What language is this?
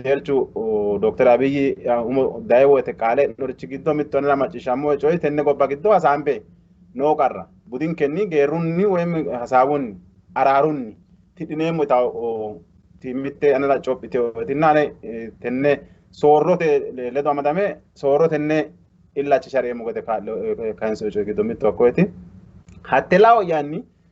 Sidamo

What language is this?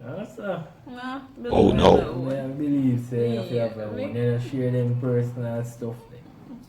Jamaican Creole English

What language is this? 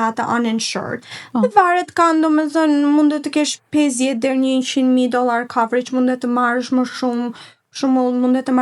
Albanian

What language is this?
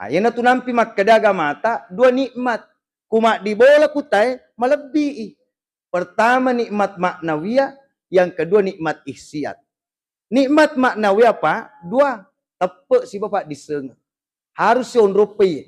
Buginese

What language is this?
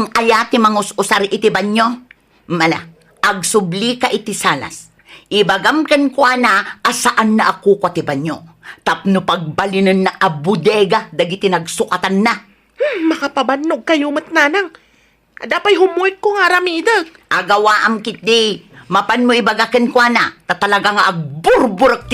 Iloko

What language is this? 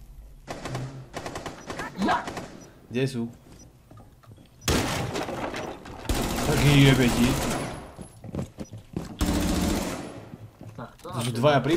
Slovak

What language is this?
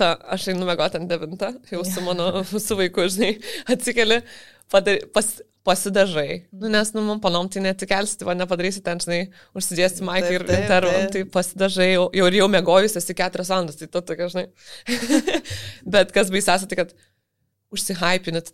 Lithuanian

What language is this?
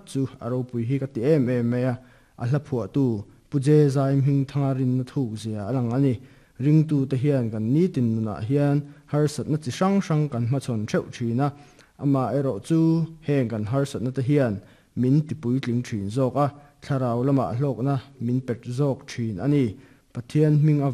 Mizo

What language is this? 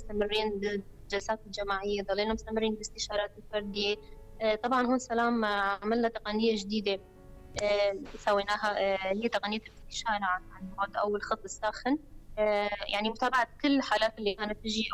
North Levantine Arabic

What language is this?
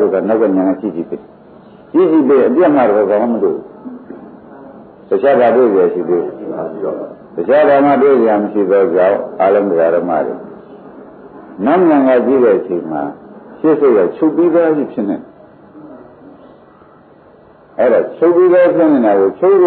Burmese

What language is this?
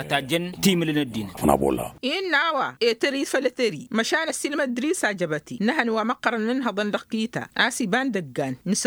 Tamasheq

